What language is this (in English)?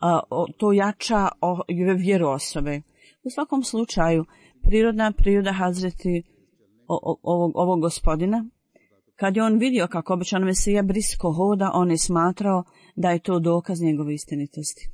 Bosnian